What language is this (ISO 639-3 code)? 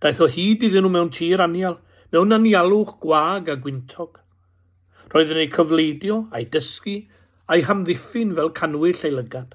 cym